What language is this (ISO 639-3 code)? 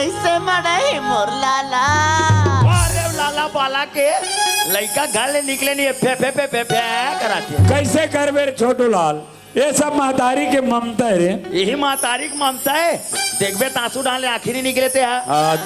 hne